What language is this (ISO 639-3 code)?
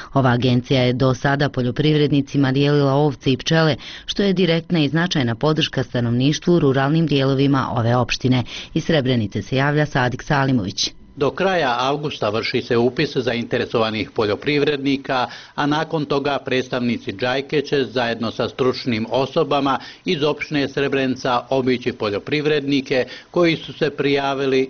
bos